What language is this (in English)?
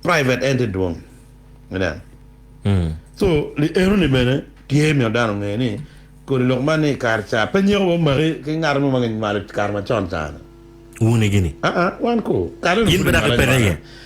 Acoli